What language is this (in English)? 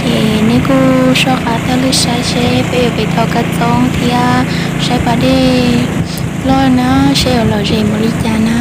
Hmong